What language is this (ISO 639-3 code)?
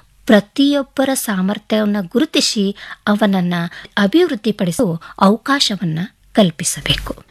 kan